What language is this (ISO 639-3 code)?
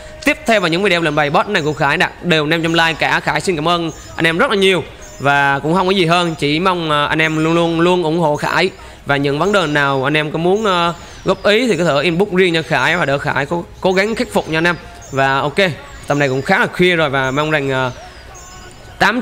vie